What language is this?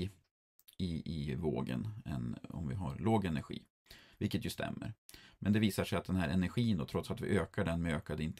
Swedish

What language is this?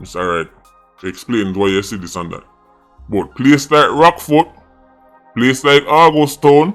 Jamaican Creole English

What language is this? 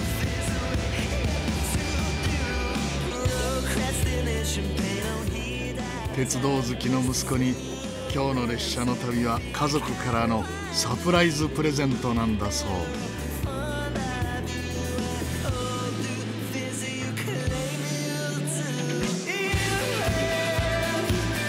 Japanese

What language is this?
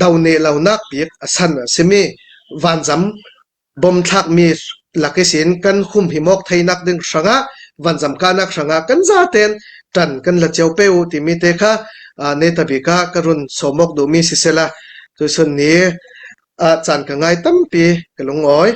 Hakha Chin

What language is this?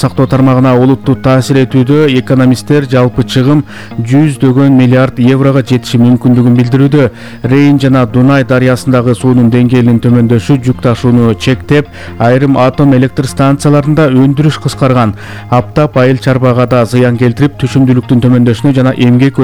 Kyrgyz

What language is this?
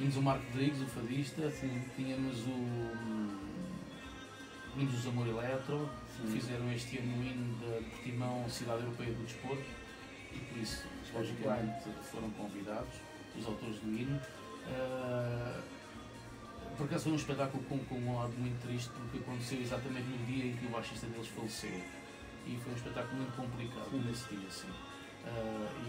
Portuguese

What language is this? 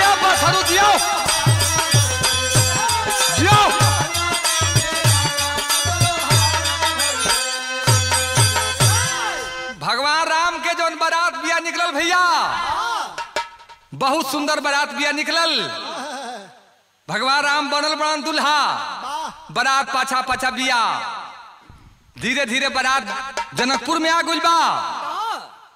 Bhojpuri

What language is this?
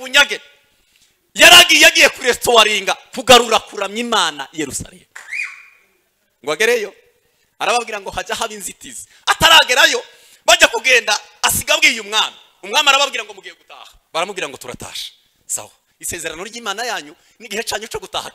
Kinyarwanda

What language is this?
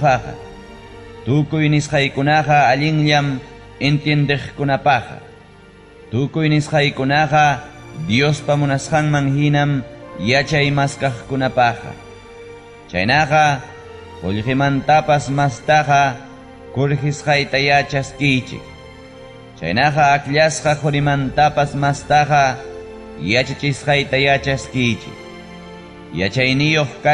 Ayacucho Quechua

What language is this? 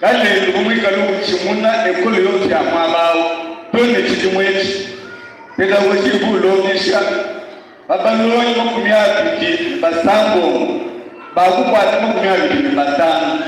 Luba-Lulua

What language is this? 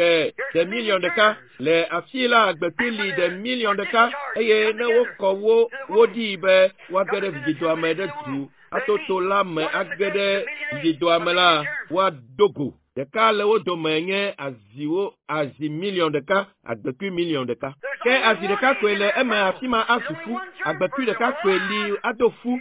Ewe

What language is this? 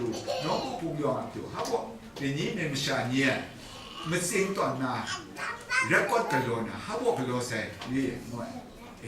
Kachin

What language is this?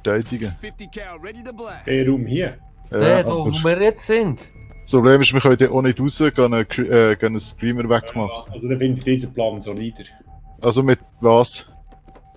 Swiss German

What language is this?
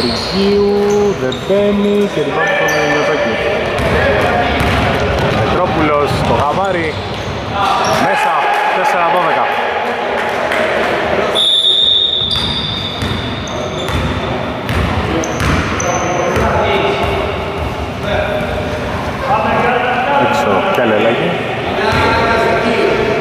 Greek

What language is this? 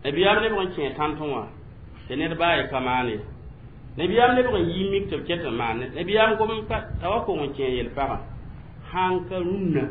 Mossi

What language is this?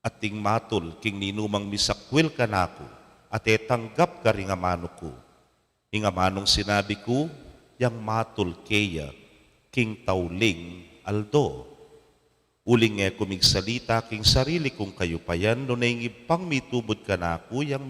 Pampanga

